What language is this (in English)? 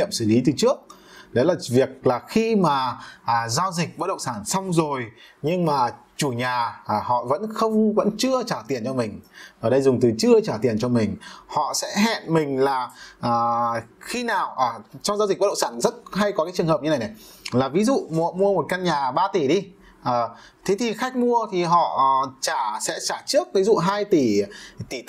Vietnamese